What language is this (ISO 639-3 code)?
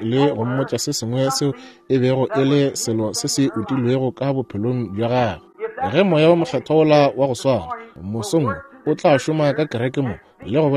nso